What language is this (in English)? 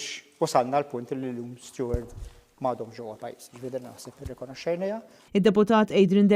Maltese